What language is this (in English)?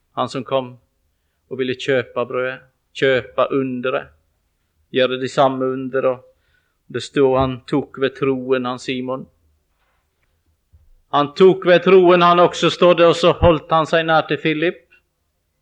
Norwegian